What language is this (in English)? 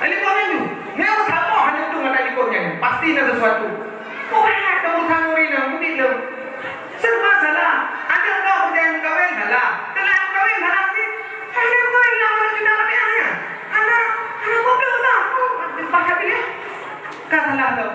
Achinese